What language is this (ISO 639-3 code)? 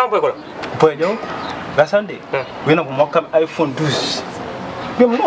ful